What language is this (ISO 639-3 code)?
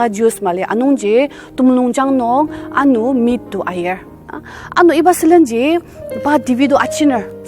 njo